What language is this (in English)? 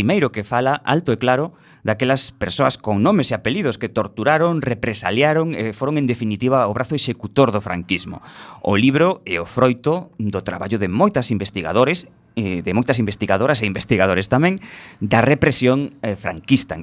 Galician